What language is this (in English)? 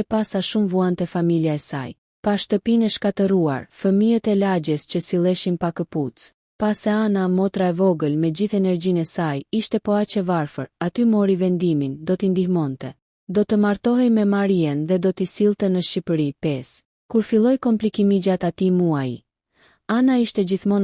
Albanian